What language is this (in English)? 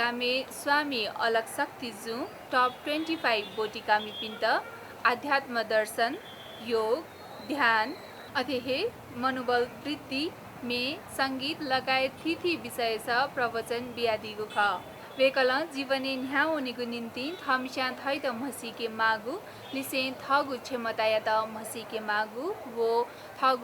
Newari